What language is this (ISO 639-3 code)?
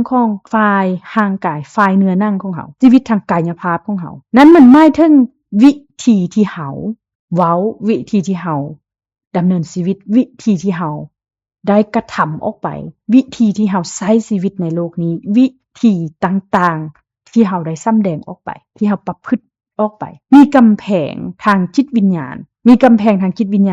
lao